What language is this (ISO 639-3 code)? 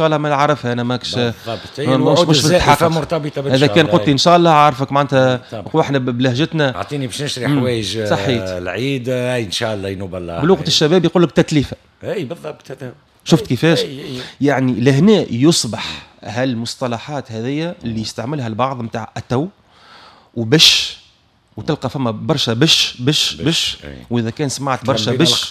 aeb